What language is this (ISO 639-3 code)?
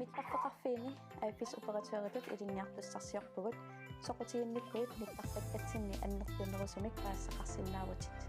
kal